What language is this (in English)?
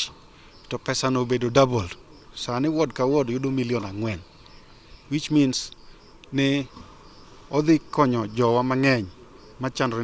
Luo (Kenya and Tanzania)